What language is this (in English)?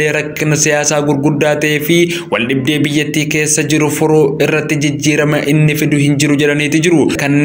Oromo